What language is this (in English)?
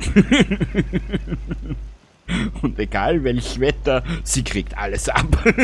Bavarian